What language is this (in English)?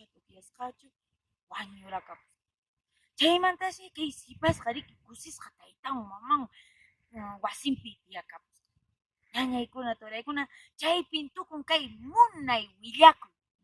Quechua